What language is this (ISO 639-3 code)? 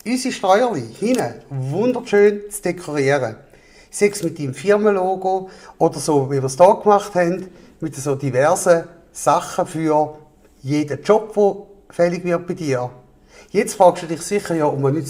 gsw